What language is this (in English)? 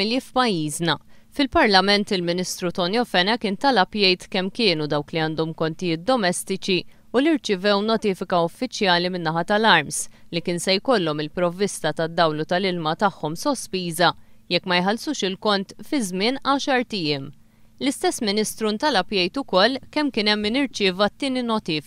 Maltese